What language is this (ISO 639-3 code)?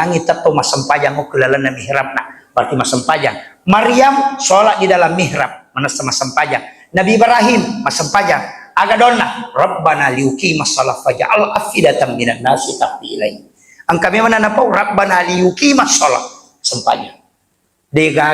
bug